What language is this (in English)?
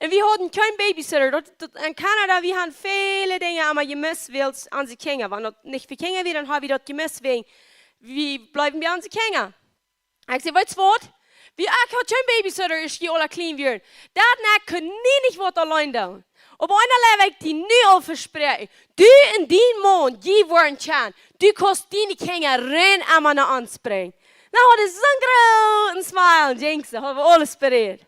Plautdietsch